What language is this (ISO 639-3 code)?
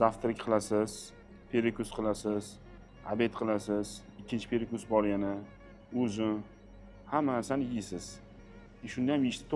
uzb